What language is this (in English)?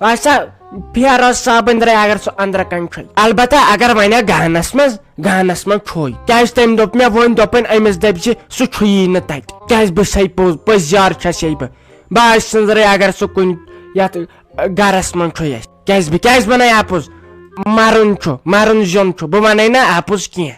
Kashmiri